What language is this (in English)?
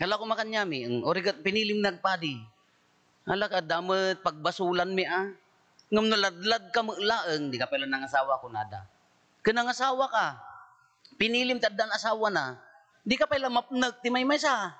Iloko